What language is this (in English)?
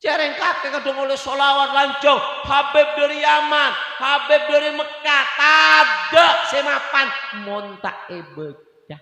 Madurese